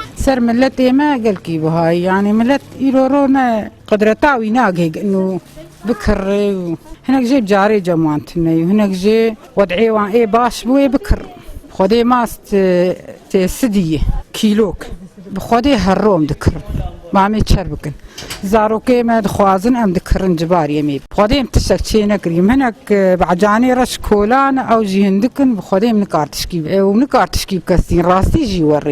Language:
Kurdish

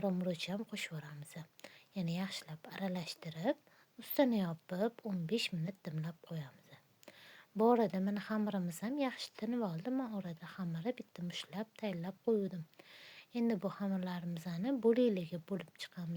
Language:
Uzbek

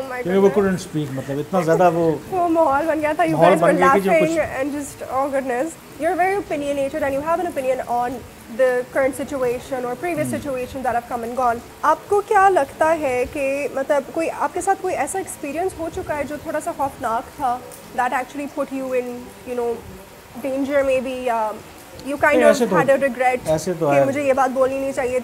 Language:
Urdu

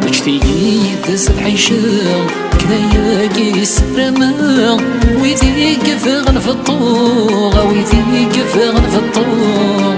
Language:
Kabyle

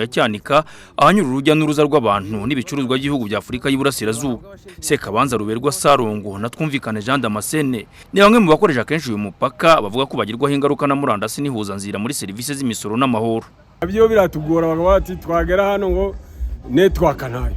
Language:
Kinyarwanda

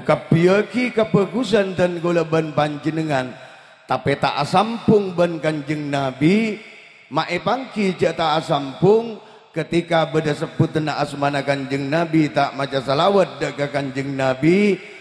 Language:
Madurese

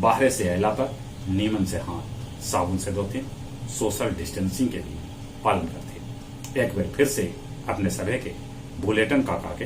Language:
Magahi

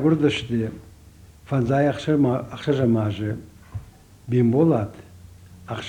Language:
Ossetic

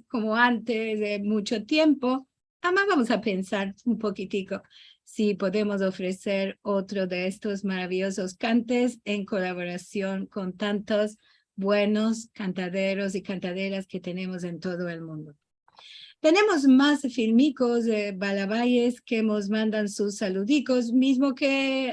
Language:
Ladino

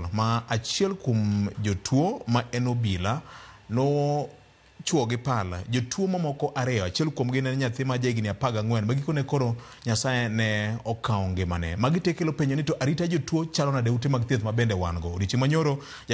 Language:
Luo (Kenya and Tanzania)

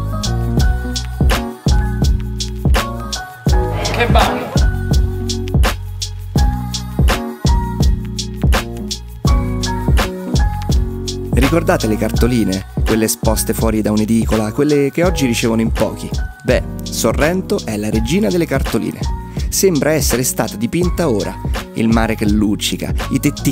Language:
Italian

